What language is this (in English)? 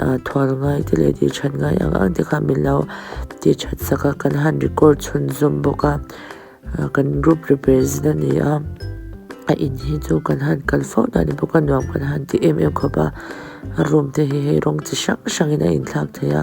Mizo